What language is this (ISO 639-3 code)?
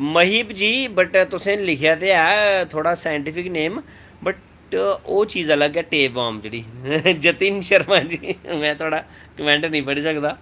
doi